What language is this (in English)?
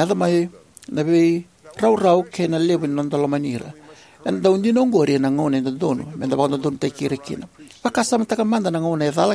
Fijian